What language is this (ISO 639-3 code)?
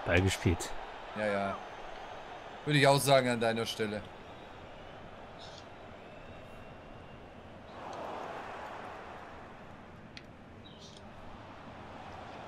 deu